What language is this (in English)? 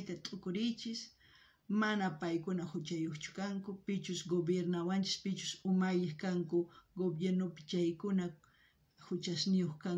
South Bolivian Quechua